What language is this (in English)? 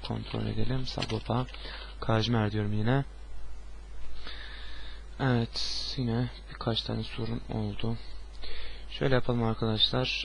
Turkish